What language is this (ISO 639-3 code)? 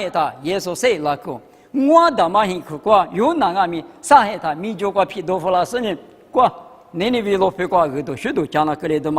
lis